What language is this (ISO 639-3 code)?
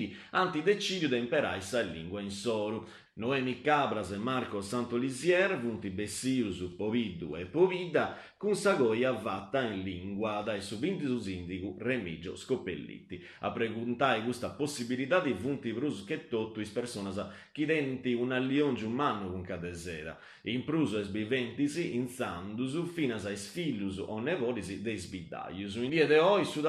srd